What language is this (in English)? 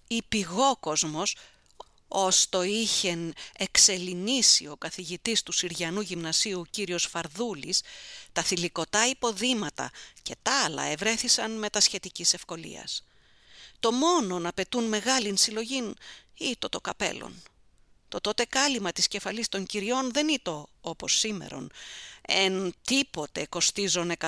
Greek